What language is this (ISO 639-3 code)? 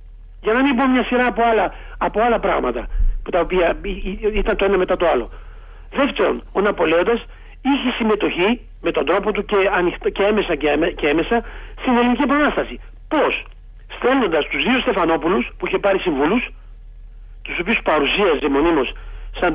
ell